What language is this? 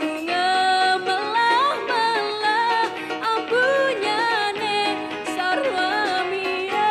Balinese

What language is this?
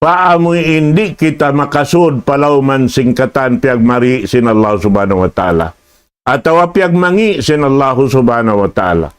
Tausug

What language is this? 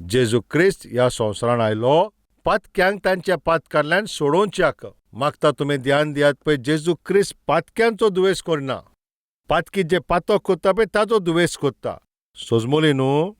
Konkani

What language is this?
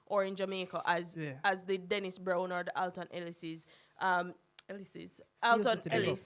Jamaican Creole English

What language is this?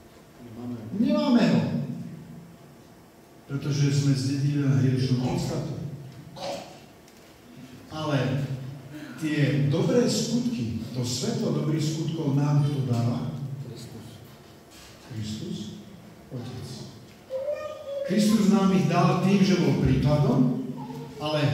Slovak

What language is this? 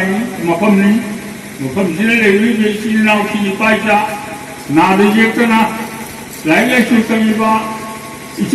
Manipuri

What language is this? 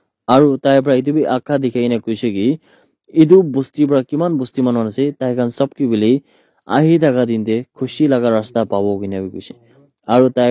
Naga Pidgin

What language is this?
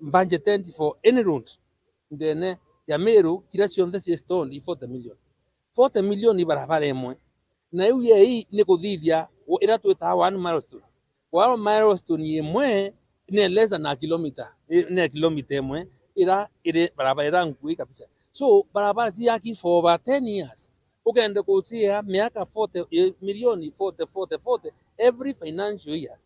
Meru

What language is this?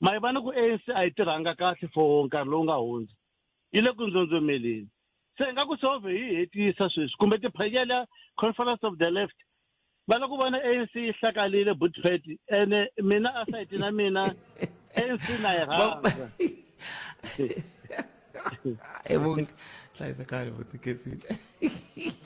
Tsonga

